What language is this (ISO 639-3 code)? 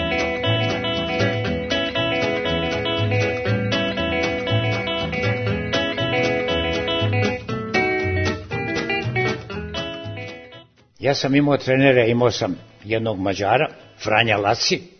srp